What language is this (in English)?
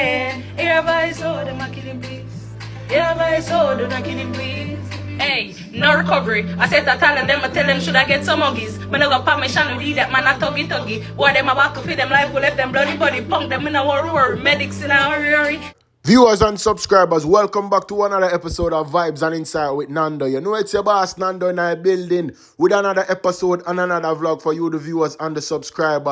Jamaican Creole English